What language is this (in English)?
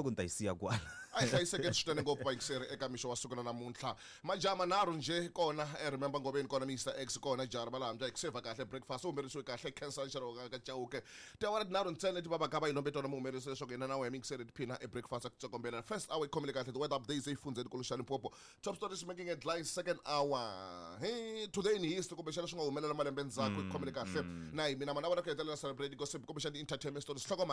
Tsonga